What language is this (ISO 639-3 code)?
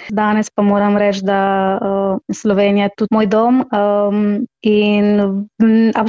slv